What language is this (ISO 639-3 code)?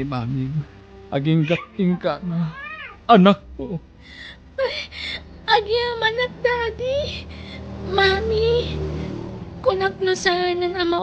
ilo